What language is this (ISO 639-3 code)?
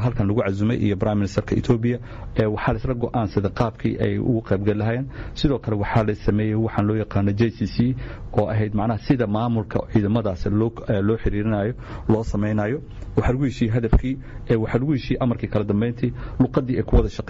som